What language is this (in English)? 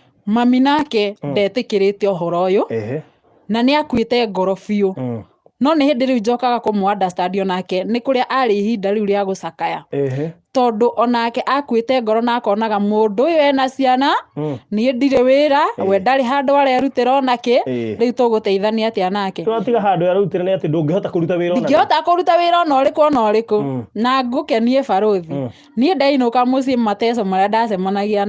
Kikuyu